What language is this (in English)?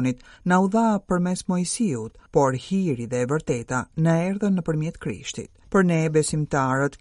Albanian